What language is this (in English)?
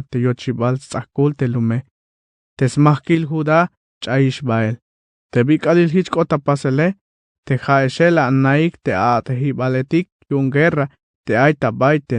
Tzeltal